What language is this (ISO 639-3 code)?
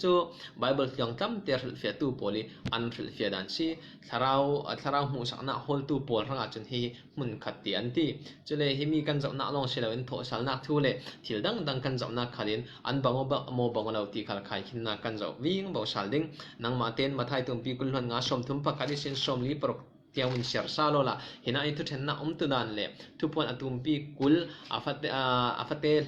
cfm